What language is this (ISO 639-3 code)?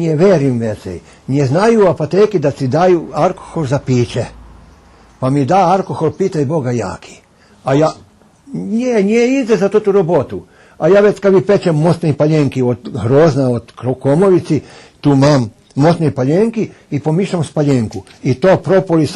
rue